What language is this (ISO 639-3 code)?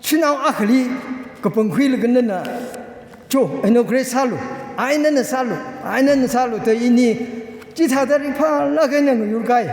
nmf